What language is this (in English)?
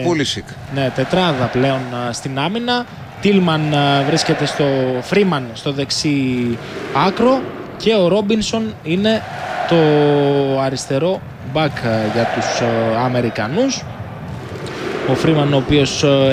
Greek